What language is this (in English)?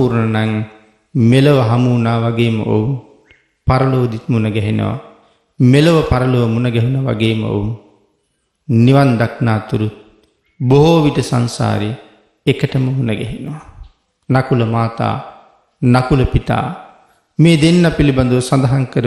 Sinhala